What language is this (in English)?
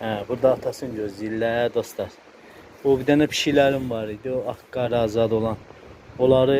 Azerbaijani